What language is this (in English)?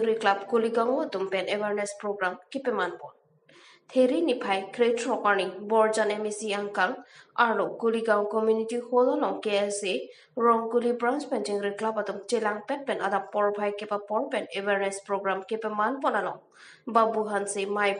Karbi